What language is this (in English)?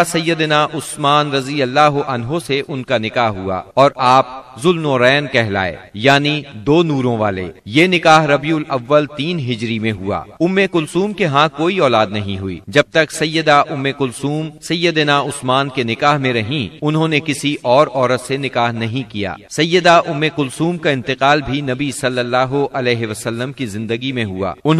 Urdu